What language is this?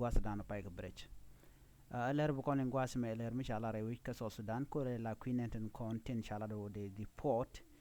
Nuer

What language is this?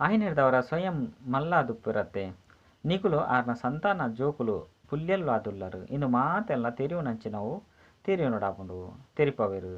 Tulu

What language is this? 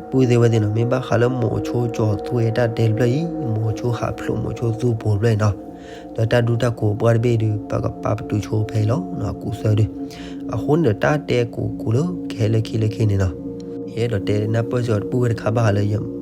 S'gaw Karen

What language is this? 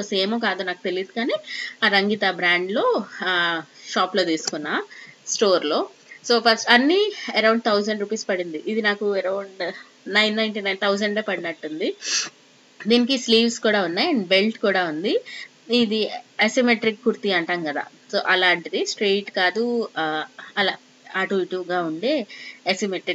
Telugu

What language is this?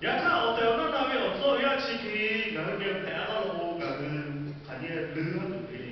Lahu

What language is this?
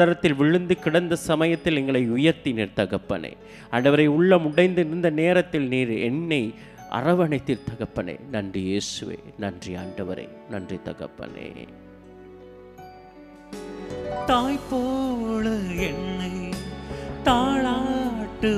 Tamil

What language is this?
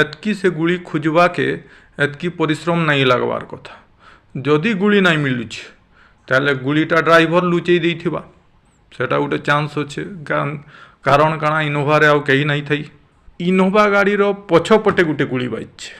Sambalpuri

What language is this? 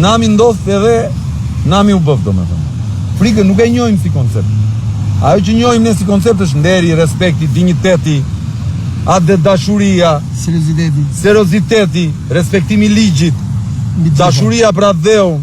Albanian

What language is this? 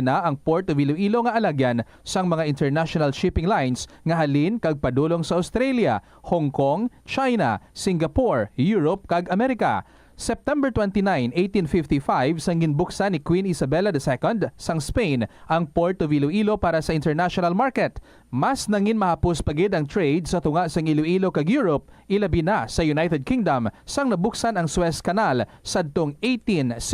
Hiligaynon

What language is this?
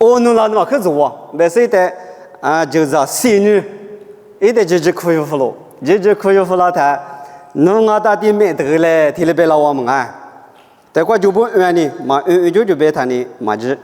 Lisu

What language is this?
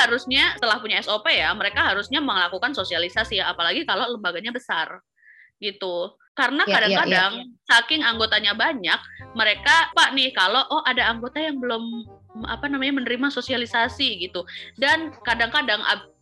Indonesian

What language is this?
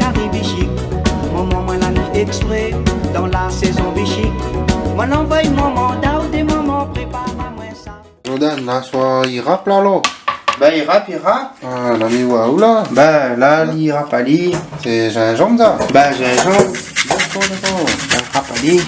Réunion Creole French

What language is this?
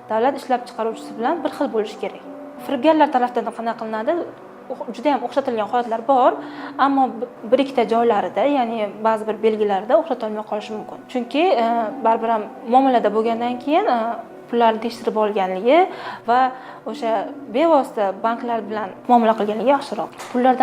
Uzbek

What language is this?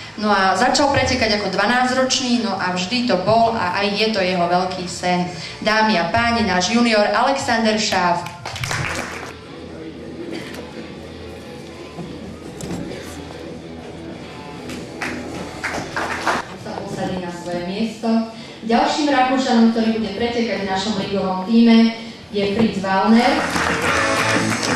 Slovak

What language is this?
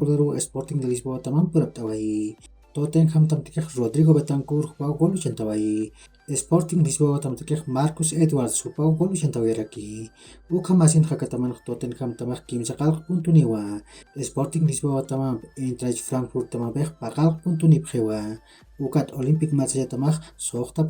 Aymara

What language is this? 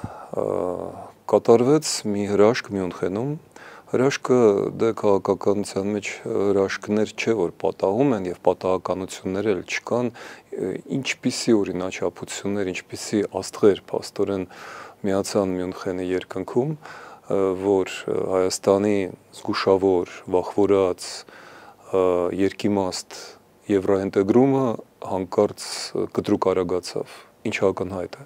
Armenian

